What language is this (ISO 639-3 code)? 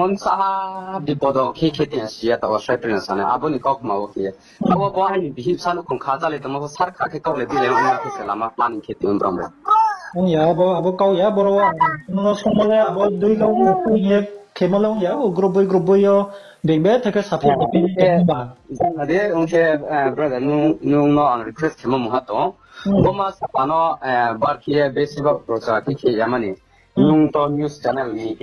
ria